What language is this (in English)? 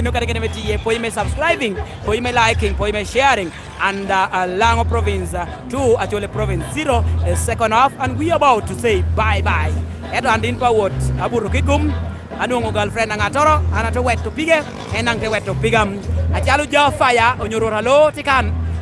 Lango (Uganda)